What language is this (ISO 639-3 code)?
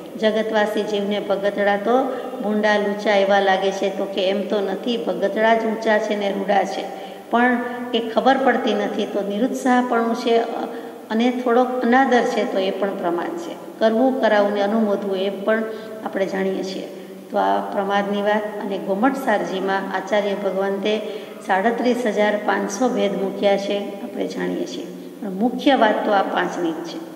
guj